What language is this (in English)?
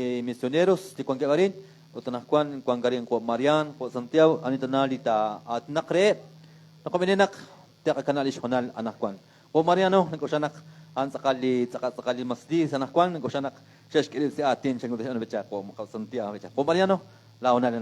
Kekchí